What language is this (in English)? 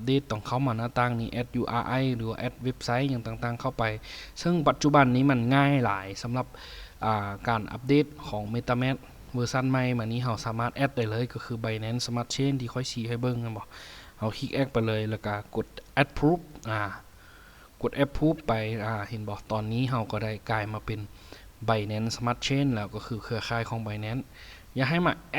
Lao